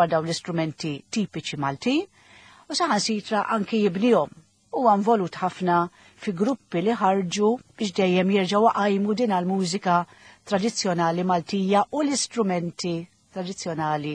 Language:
Maltese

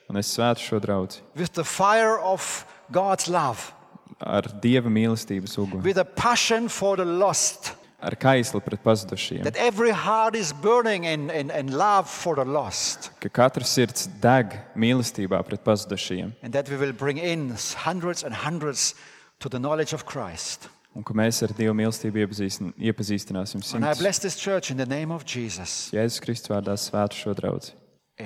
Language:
Latvian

